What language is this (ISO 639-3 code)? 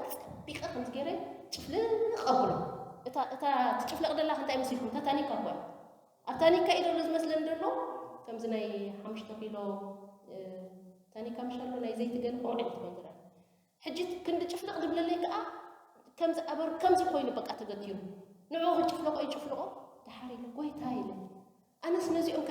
tir